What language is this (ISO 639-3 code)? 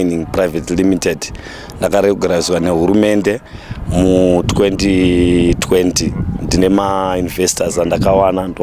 sna